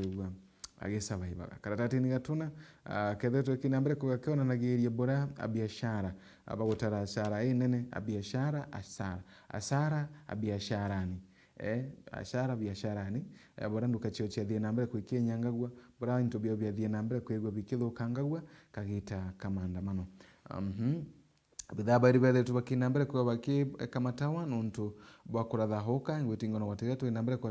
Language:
Meru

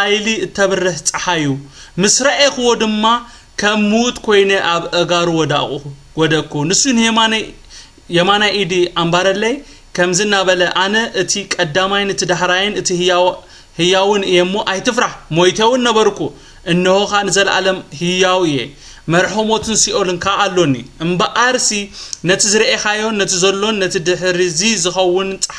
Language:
Tigrinya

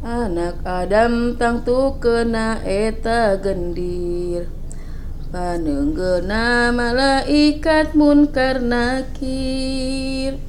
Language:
Sundanese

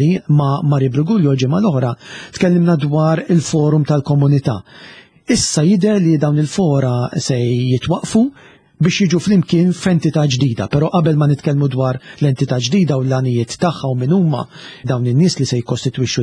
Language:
Maltese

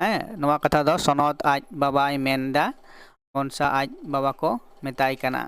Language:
Santali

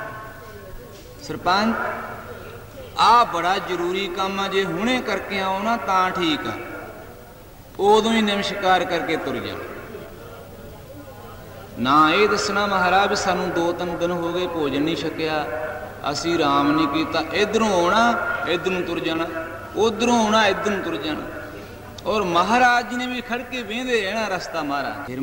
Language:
Punjabi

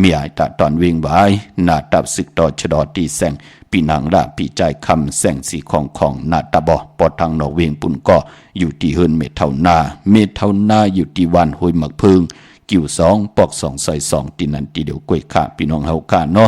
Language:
Shan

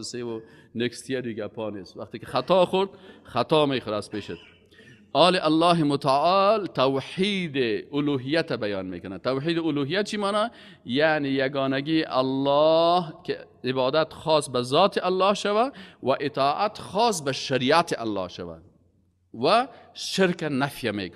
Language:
Persian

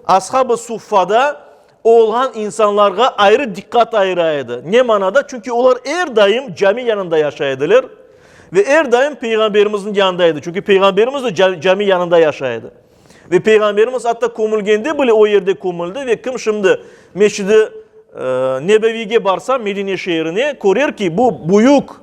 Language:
Crimean Tatar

